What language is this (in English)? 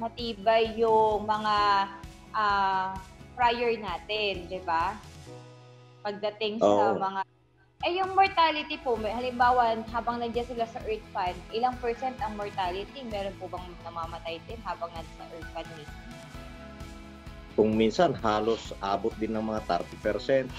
Filipino